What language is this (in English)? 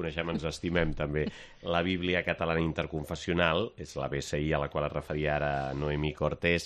Catalan